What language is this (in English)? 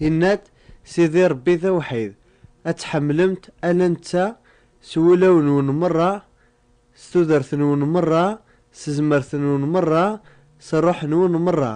Kabyle